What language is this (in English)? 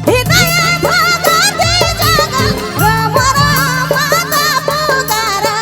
Sadri